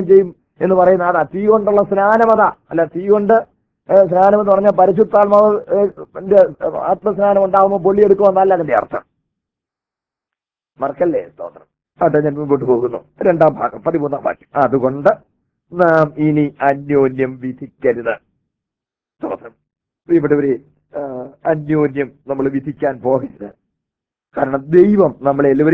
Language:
Malayalam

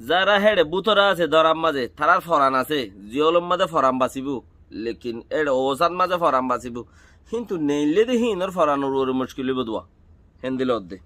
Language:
Rohingya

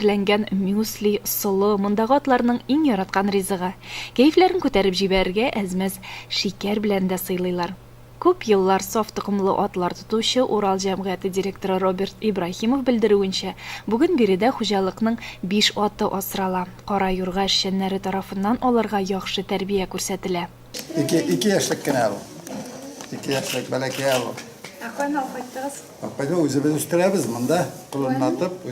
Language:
Tatar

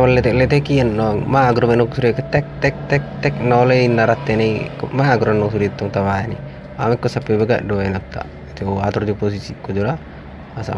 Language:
Batak Toba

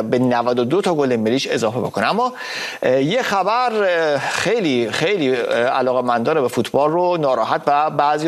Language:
Persian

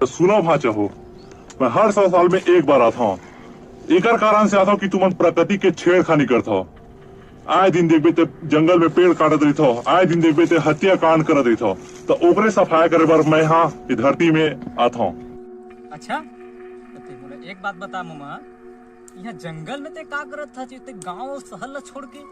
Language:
Chhattisgarhi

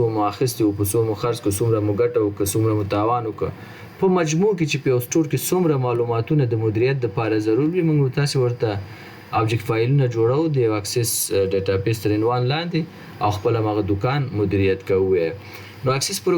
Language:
Pashto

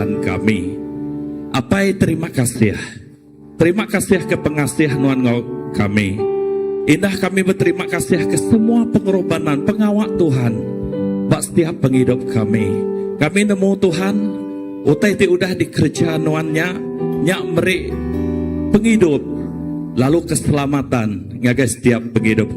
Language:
Iban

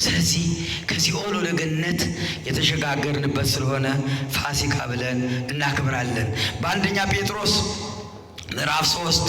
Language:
Amharic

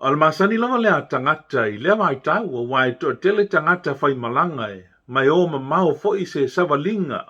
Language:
Samoan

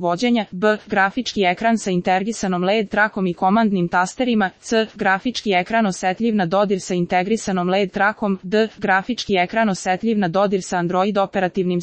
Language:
Serbian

